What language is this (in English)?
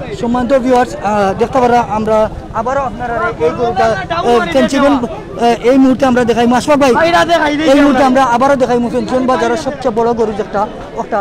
Sylheti